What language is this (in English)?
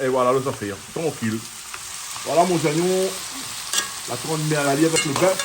Réunion Creole French